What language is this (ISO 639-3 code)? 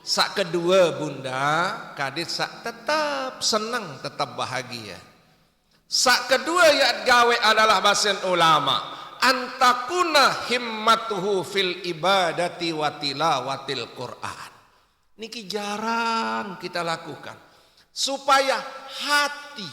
sas